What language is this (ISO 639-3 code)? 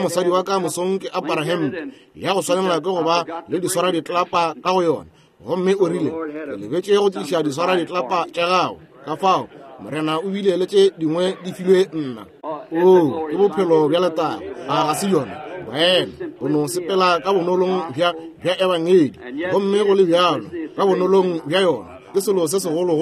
nso